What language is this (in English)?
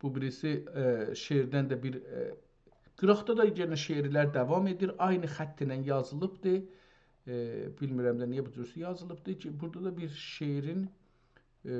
South Azerbaijani